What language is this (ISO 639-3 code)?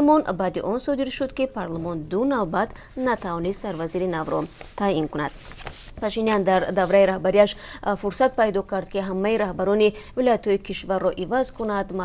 tgk